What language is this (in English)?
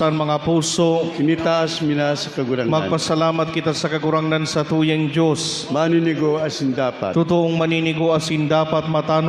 Bikol